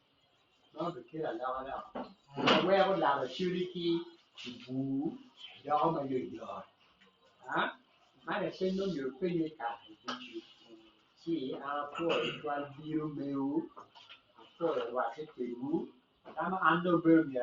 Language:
Acoli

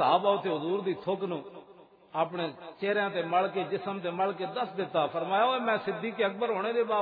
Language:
Western Panjabi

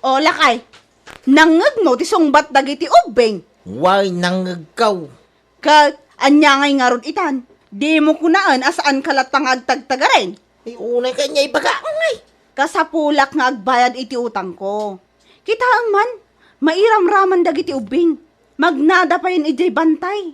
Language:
Iloko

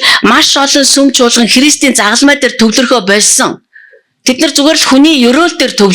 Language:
Mongolian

